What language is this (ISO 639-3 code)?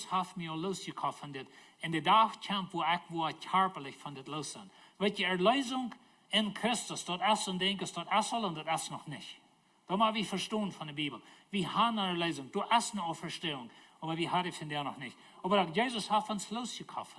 pdt